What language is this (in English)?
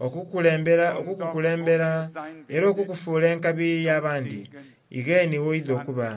Soga